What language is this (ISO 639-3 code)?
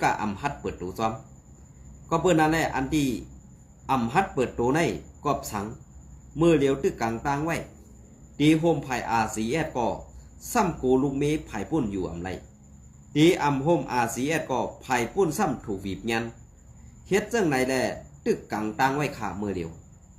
shn